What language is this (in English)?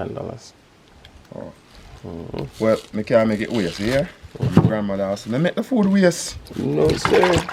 Jamaican Creole English